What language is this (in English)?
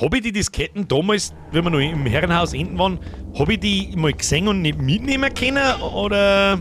Bavarian